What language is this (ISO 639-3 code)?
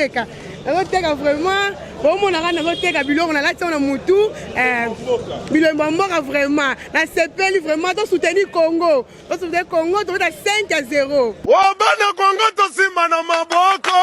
lin